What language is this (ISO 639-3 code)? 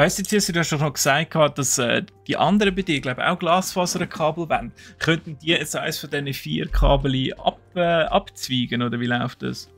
gsw